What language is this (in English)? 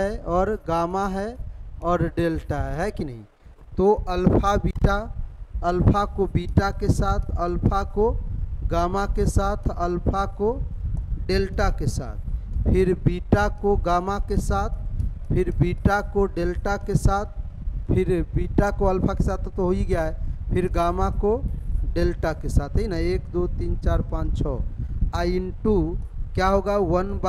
Hindi